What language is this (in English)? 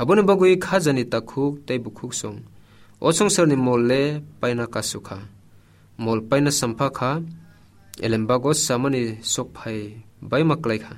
Kok Borok